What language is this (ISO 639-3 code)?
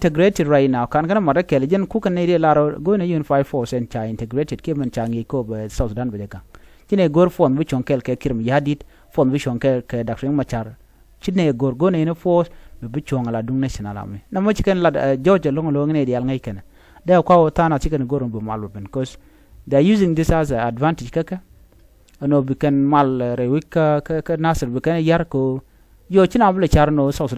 nus